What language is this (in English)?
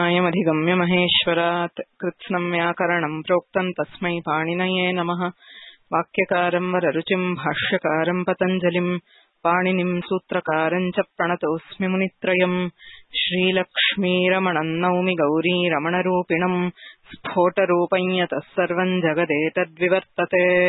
Sanskrit